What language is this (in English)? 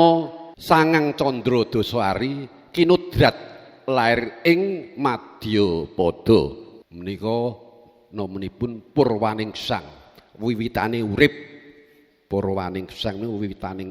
Javanese